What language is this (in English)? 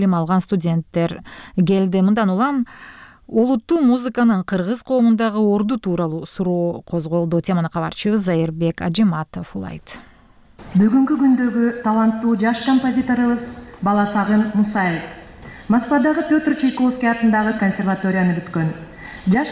Kyrgyz